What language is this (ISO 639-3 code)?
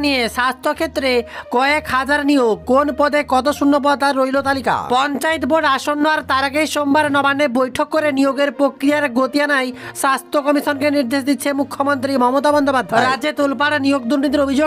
ben